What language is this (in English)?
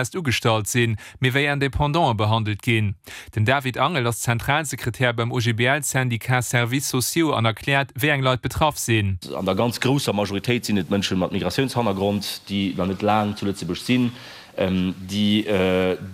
Luxembourgish